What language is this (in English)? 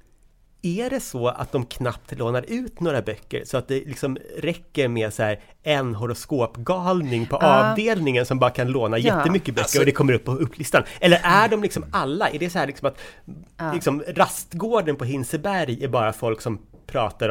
Swedish